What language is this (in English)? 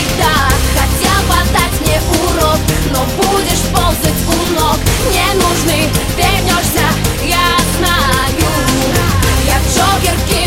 Russian